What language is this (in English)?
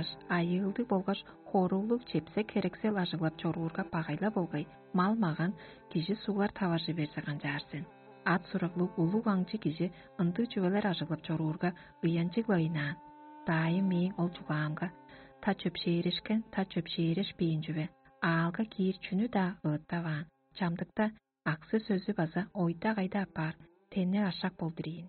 Tuvinian